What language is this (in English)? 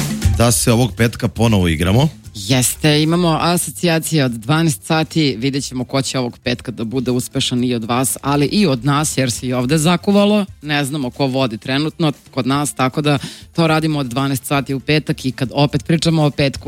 Serbian